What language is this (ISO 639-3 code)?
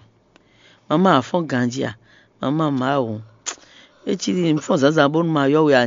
fon